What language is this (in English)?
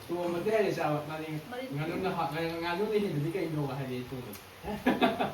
Manipuri